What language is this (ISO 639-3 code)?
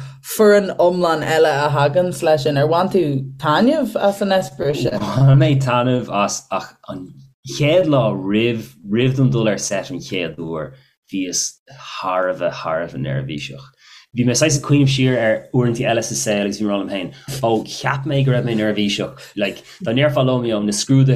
gle